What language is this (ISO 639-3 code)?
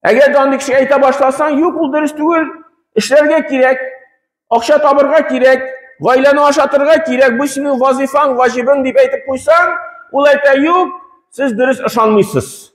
tat